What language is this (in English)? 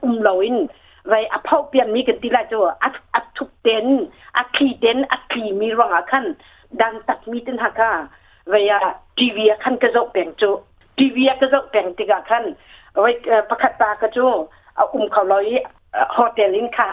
Hakha Chin